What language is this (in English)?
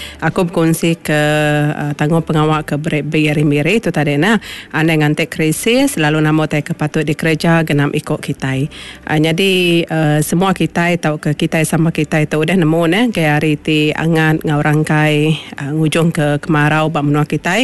Iban